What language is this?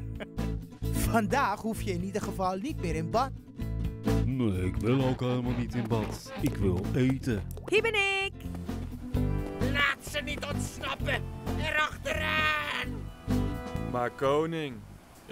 Dutch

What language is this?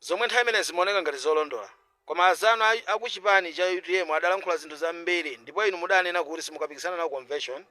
Nyanja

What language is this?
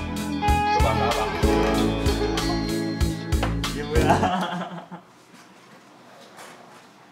Korean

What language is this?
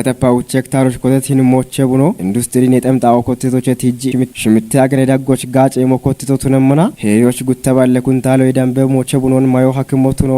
Kafa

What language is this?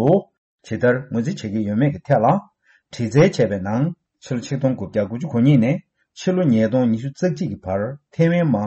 Tibetan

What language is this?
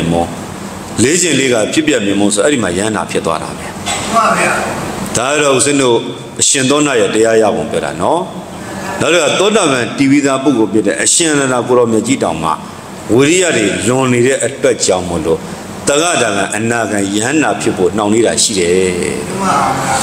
Burmese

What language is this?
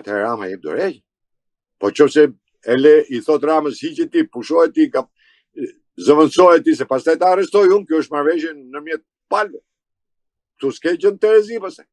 Albanian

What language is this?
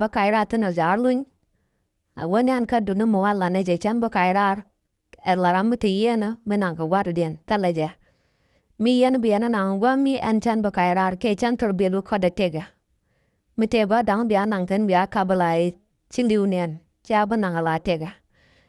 Nuer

